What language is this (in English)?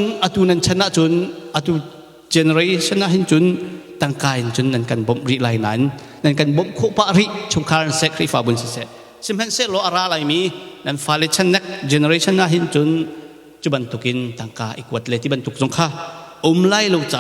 Hakha Chin